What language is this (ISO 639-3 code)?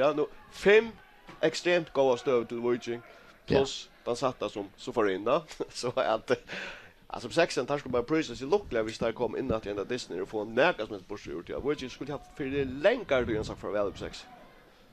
fao